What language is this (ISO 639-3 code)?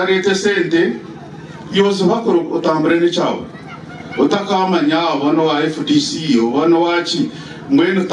nyn